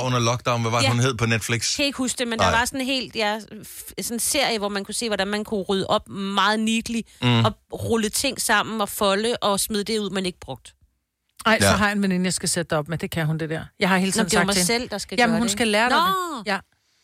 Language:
Danish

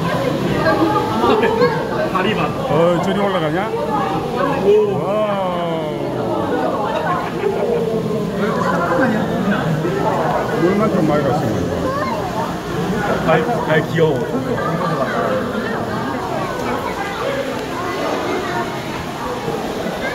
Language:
Korean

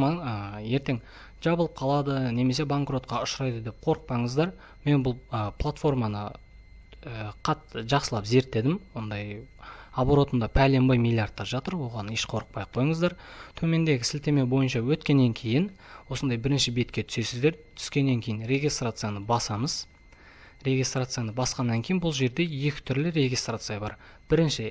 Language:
Kazakh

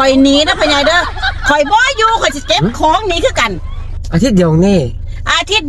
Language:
Northeastern Thai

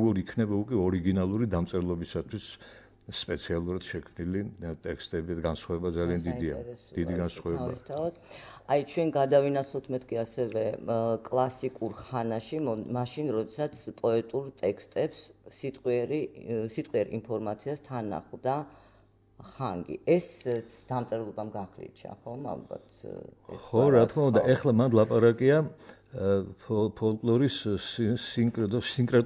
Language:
Georgian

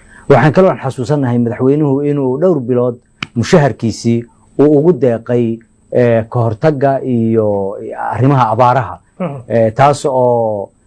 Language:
Somali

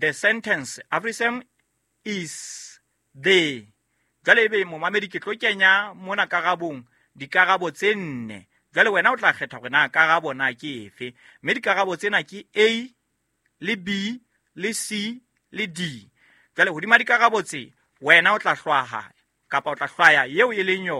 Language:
Southern Sotho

